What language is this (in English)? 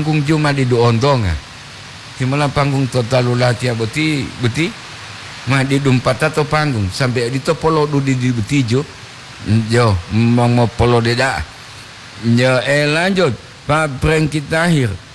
Gorontalo